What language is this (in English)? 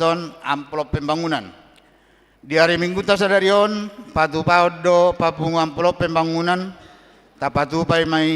Batak Toba